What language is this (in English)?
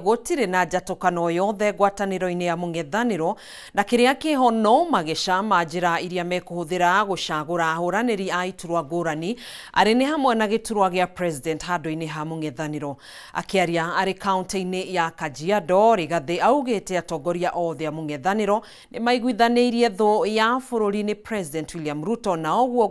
Kikuyu